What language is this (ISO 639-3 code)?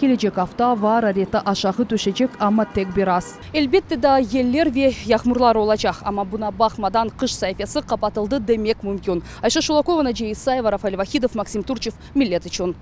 crh